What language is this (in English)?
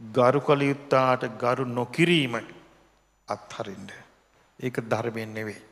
Sinhala